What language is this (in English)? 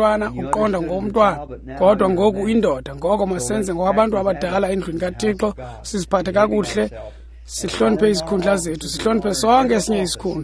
Xhosa